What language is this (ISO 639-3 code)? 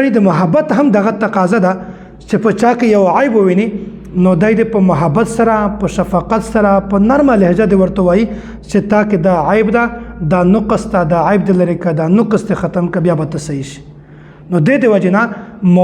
pus